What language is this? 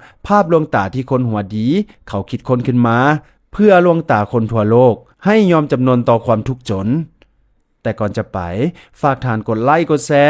Lao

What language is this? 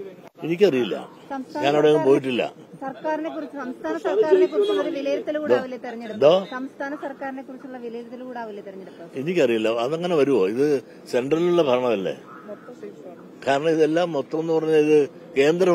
Malayalam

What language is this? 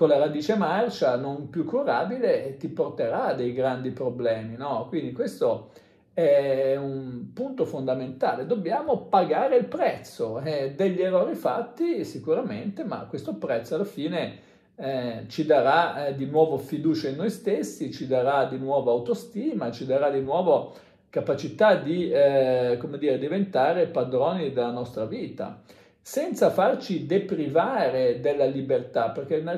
Italian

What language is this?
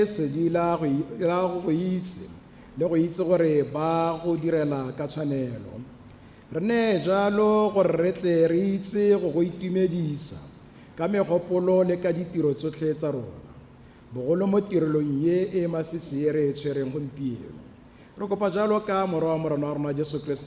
Tswana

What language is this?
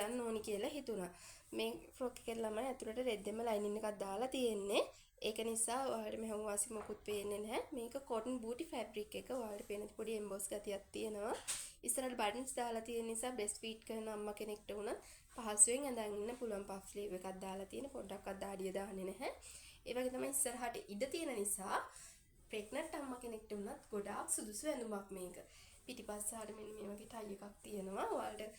Sinhala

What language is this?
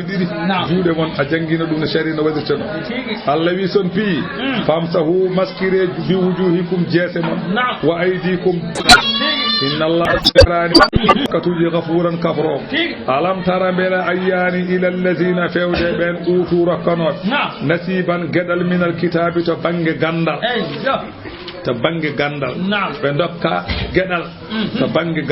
Fula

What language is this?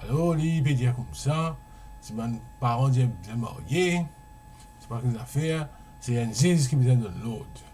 Morisyen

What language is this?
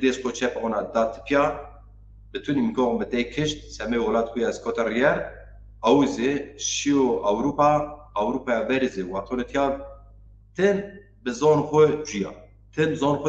Zaza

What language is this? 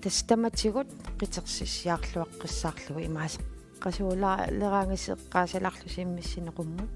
Kalaallisut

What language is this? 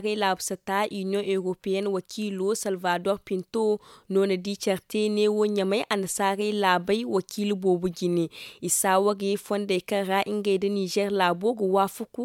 Zarma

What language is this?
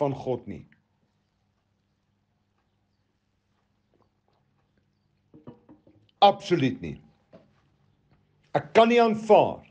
Afrikaans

